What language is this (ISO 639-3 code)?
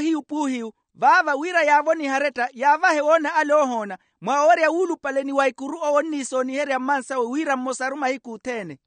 vmw